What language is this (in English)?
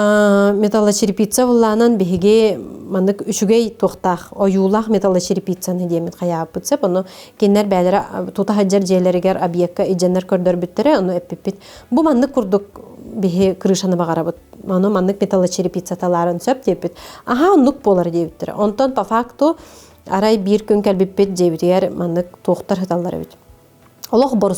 Yakut